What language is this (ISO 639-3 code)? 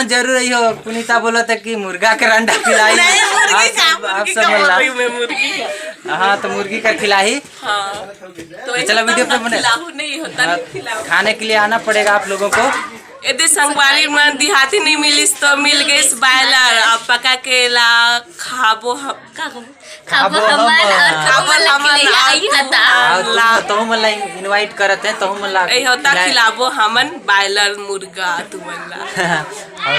hne